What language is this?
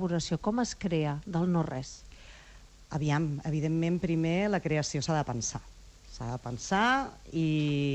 Catalan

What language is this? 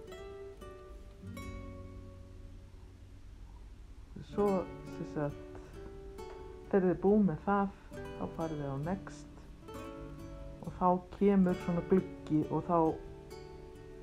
Icelandic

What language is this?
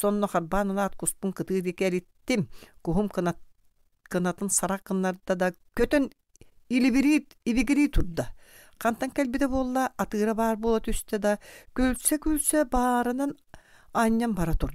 Yakut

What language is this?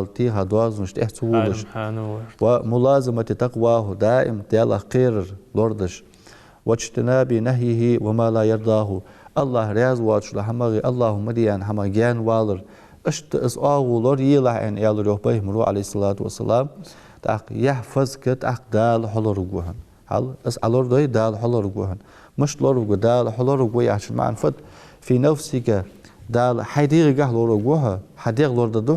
Ingush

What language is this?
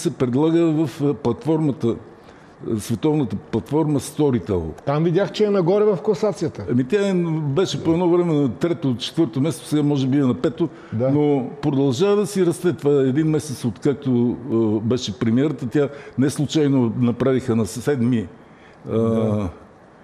Bulgarian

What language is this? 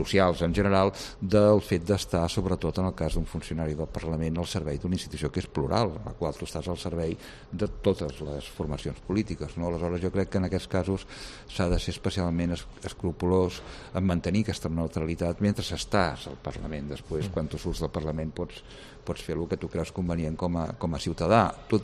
Catalan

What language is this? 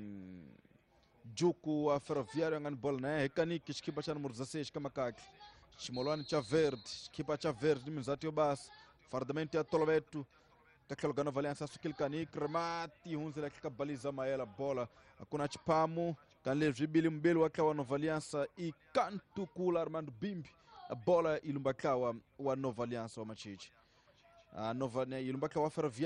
Tsonga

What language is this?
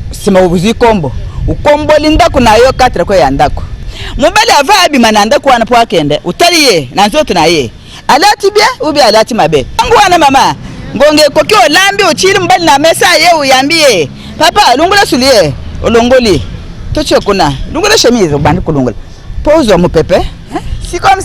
Lingala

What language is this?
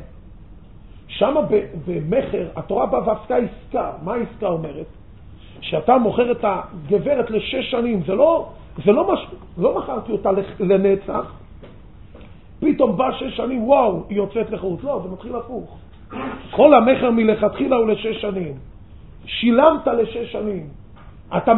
Hebrew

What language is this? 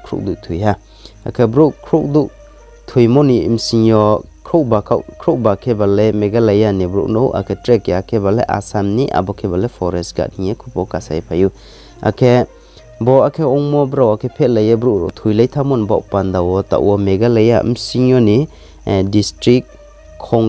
Riang (India)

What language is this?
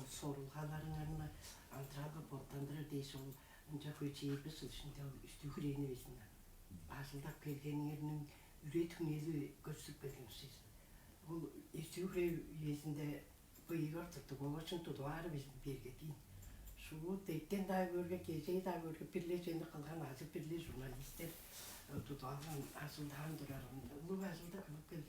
Tuvinian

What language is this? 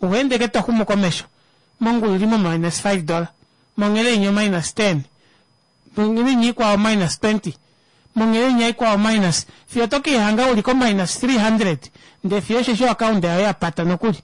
Kuanyama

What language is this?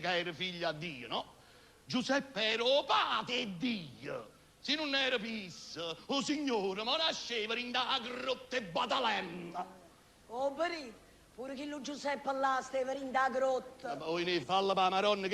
Neapolitan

